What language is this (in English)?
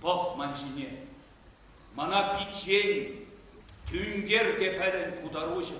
Chuvash